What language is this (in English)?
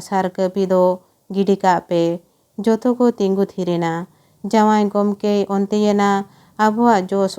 Santali